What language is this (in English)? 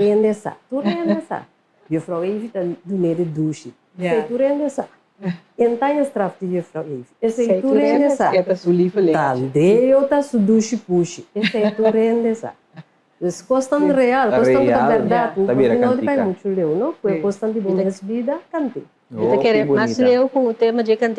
Papiamento